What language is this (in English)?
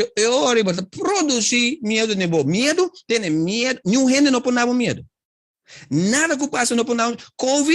Papiamento